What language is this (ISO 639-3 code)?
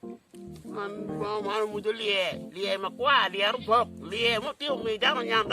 ach